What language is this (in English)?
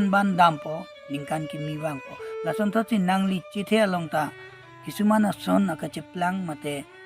Karbi